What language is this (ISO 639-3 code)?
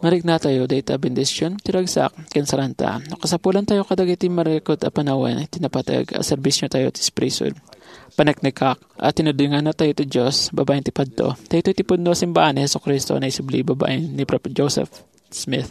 ilo